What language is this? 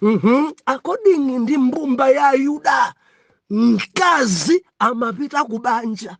Nyanja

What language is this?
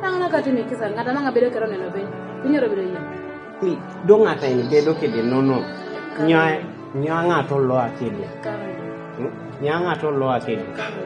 Kumam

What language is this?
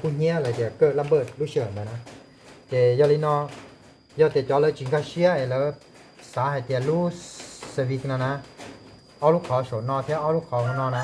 Hmong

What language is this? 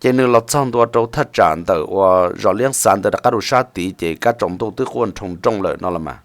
Hmong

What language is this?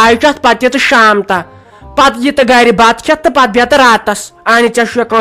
Kashmiri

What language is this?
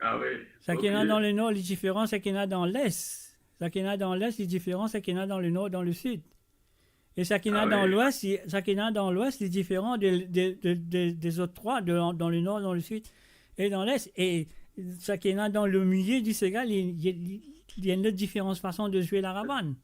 Morisyen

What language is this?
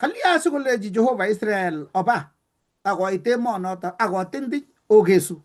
Kalenjin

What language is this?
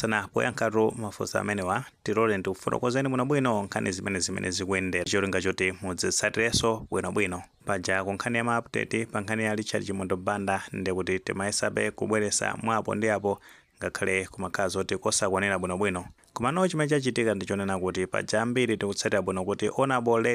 Nyanja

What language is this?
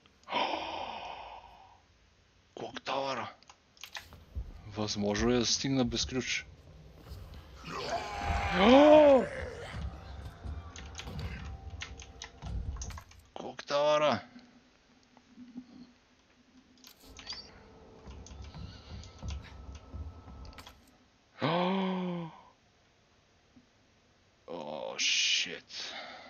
Bulgarian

